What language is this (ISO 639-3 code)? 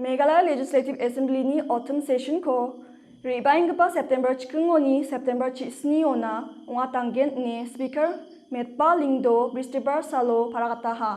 grt